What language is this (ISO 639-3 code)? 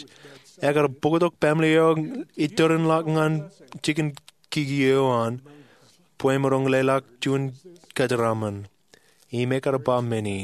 mah